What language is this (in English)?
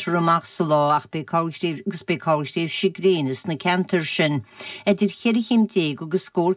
Irish